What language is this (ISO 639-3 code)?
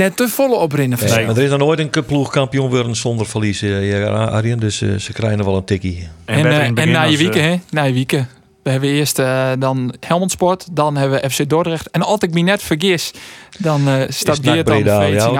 fry